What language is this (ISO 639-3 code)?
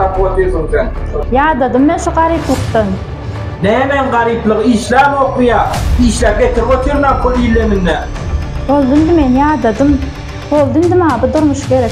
tuk